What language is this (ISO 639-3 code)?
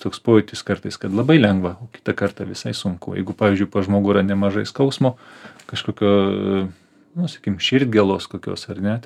lit